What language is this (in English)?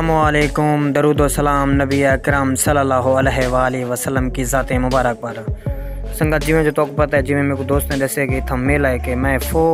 Saraiki